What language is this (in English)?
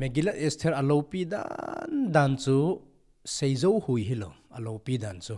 Thado Chin